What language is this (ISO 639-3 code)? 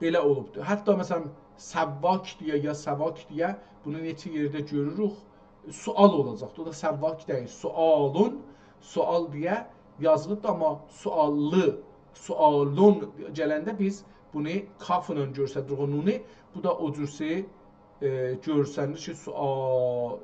azb